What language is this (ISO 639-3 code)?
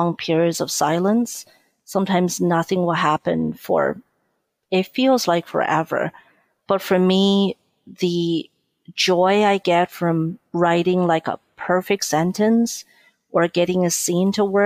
eng